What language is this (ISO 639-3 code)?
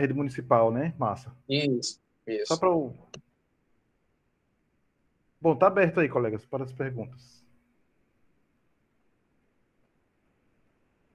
por